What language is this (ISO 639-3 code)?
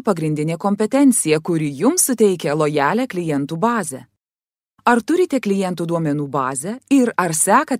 lit